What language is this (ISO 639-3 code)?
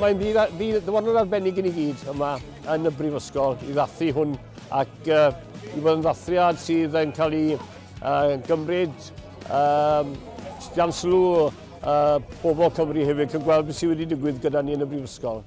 cym